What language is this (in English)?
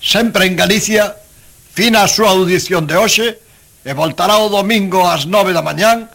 Galician